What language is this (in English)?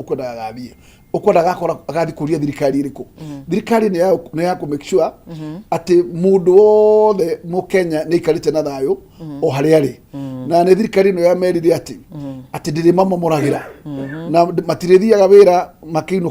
Kikuyu